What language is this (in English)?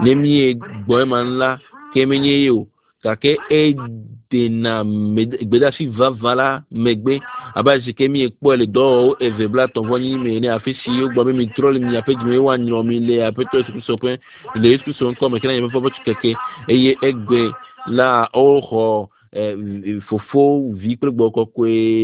Ewe